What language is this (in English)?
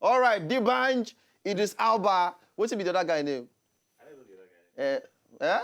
Nigerian Pidgin